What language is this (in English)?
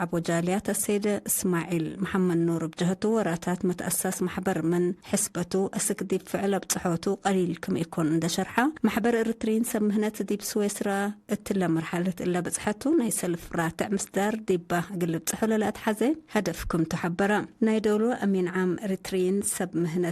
Tigre